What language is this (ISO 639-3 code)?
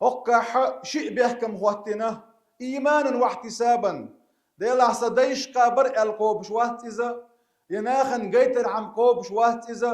che